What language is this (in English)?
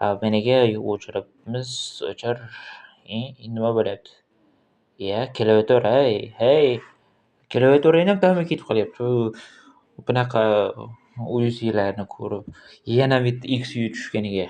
Uzbek